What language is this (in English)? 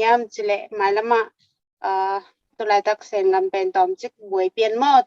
Tedim Chin